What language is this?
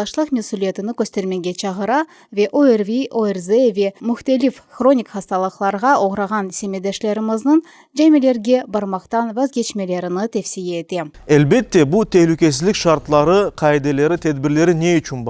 Crimean Tatar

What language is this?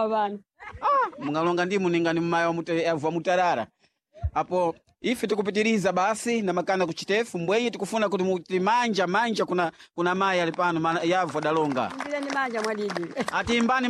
Sena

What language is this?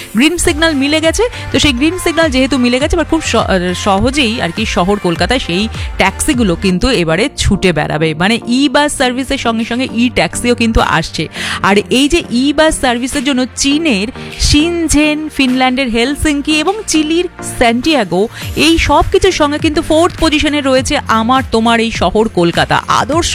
Bangla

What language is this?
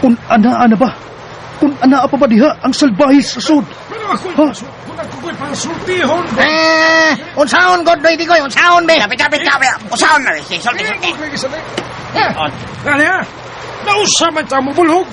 Cebuano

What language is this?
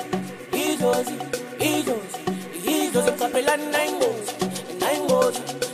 Zulu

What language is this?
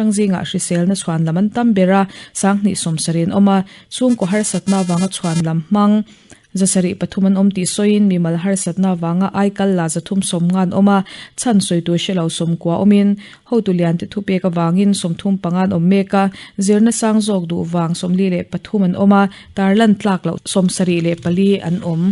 Mizo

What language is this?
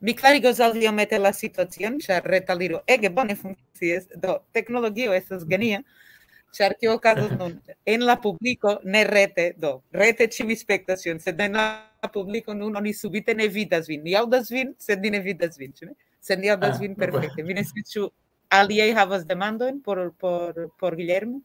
Esperanto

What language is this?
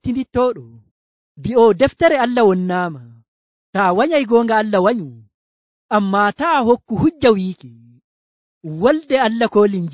Nigerian Fulfulde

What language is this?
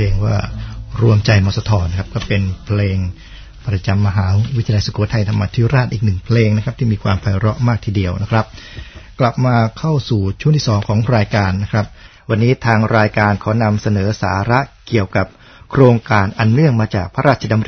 Thai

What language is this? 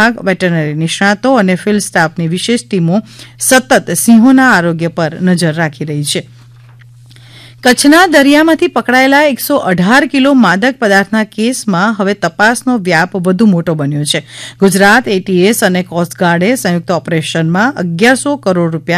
Gujarati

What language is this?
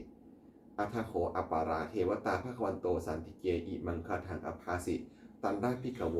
Pali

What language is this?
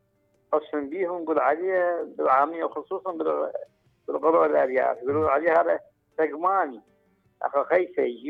Mesopotamian Arabic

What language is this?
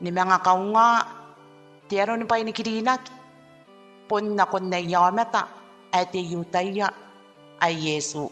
Gilbertese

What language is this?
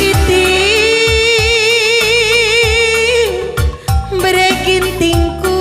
Batak Karo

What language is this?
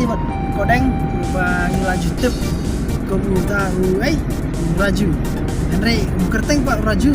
Khasi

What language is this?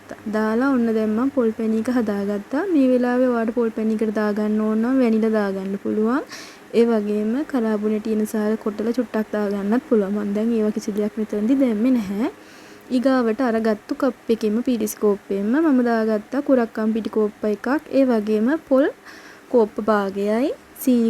Sinhala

